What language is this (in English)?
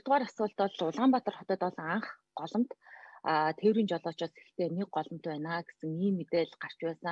Mongolian